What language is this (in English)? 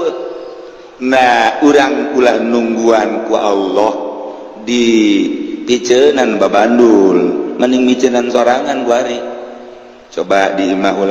Sundanese